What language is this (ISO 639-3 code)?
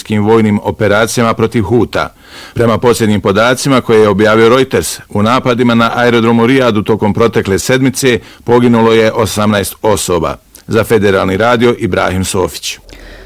bos